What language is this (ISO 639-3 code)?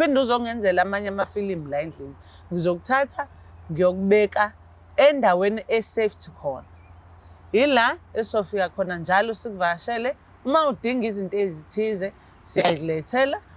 zul